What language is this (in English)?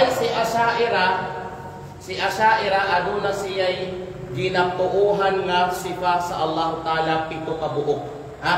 Kalagan